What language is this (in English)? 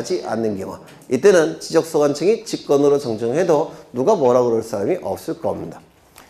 Korean